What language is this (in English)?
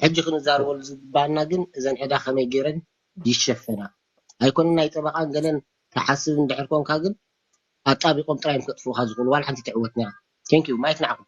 Tigrinya